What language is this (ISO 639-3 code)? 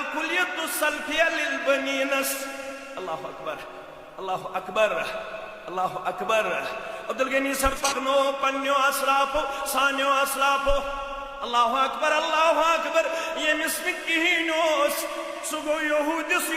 kas